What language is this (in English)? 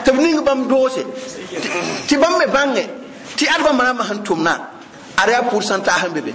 Mossi